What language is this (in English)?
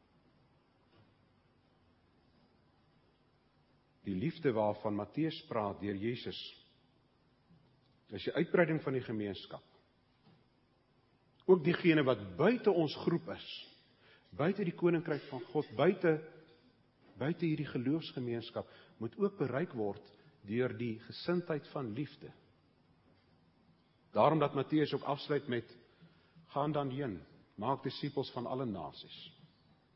Afrikaans